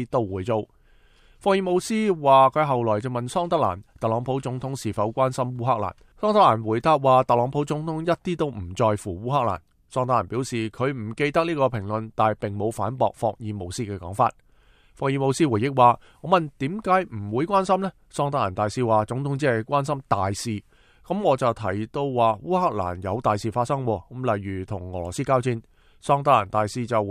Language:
Cantonese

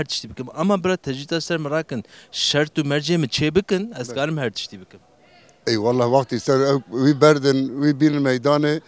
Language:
Kurdish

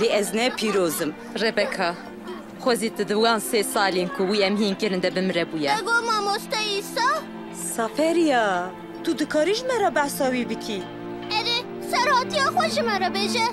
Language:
Kurdish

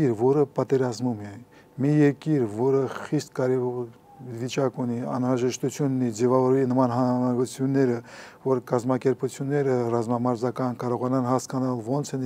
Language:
Armenian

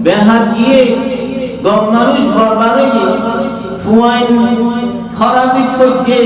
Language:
Rohingya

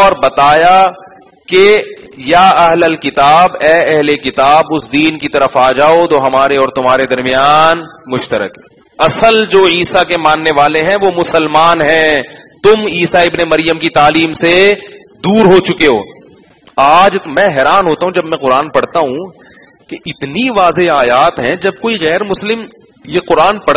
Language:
Urdu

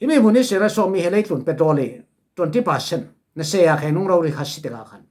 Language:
Falam Chin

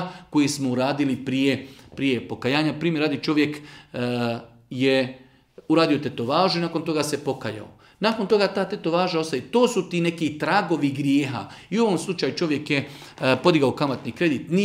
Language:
Bosnian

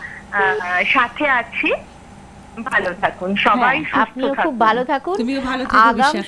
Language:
Bangla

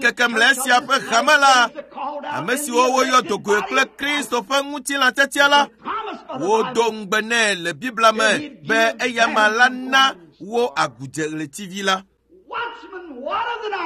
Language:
Ewe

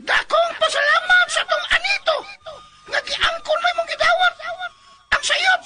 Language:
Cebuano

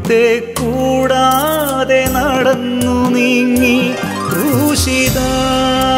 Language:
Malayalam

